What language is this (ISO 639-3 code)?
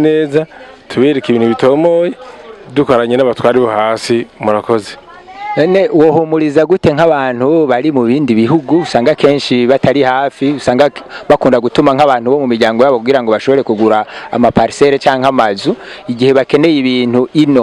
run